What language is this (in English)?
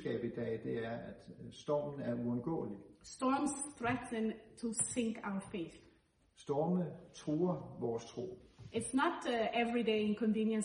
Danish